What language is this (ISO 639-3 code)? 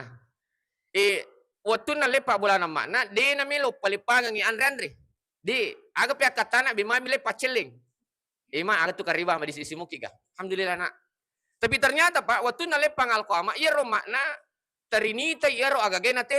bug